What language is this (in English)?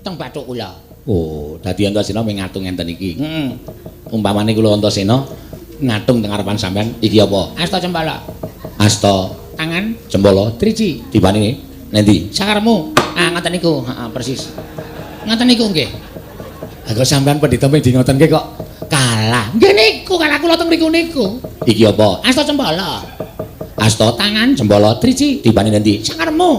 Javanese